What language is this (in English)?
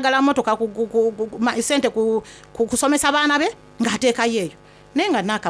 Soga